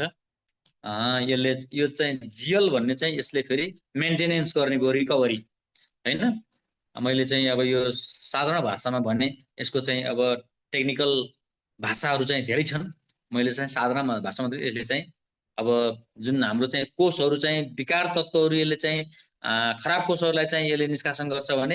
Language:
Nepali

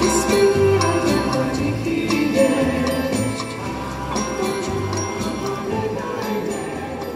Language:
Czech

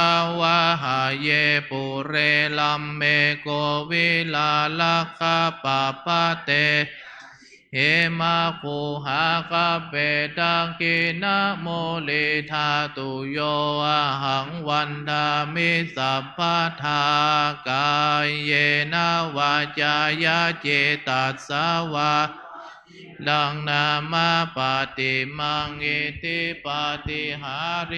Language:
Pali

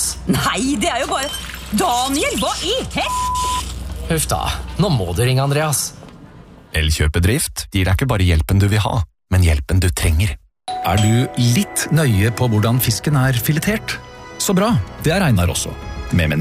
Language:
Norwegian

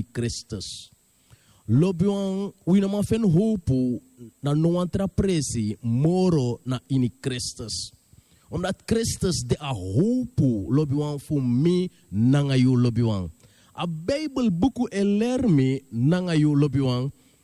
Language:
Sranan Tongo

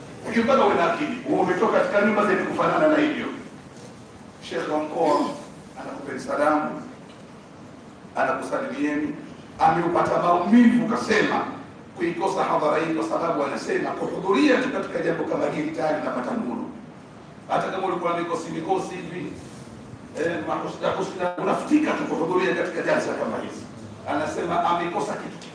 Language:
Swahili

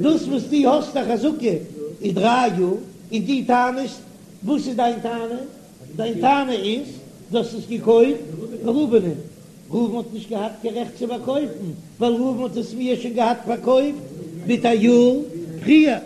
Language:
Yiddish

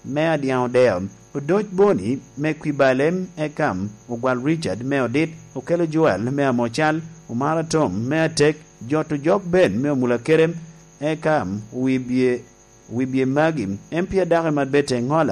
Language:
Lango (Uganda)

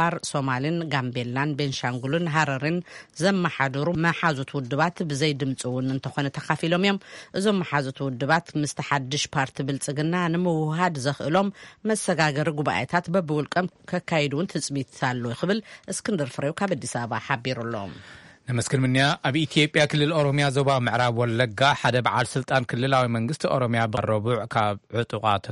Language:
Tigrinya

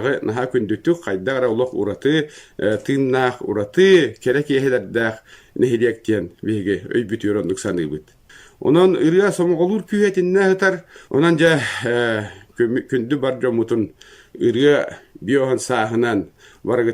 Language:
Yakut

